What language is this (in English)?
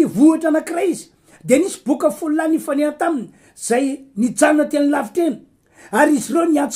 Malagasy